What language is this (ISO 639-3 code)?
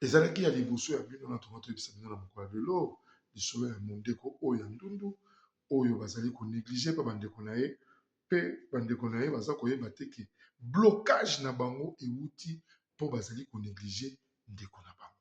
lin